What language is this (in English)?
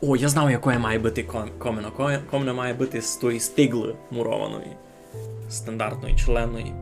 Rusyn